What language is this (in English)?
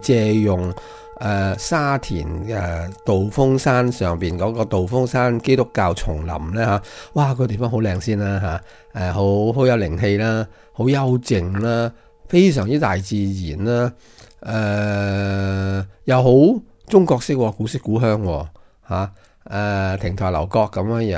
Cantonese